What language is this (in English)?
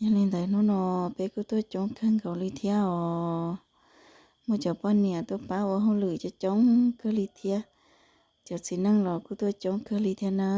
Hmong